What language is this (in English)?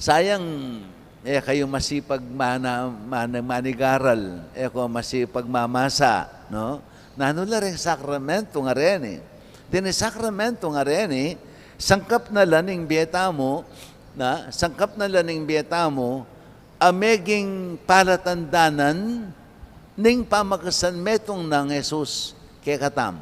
Pampanga